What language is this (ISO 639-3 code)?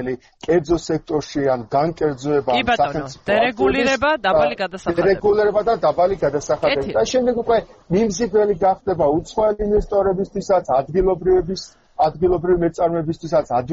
kat